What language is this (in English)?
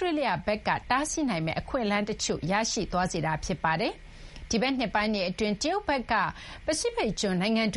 Burmese